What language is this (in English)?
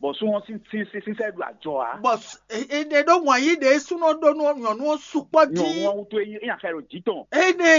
Fon